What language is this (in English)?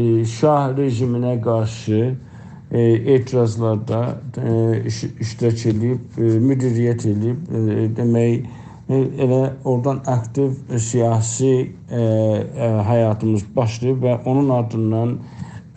South Azerbaijani